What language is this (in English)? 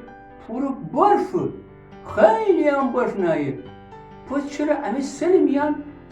Gilaki